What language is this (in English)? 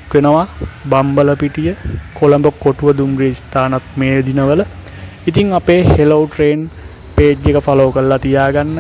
Sinhala